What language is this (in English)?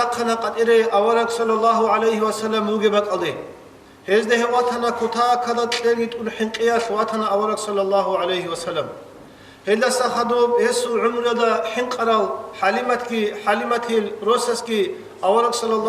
Avaric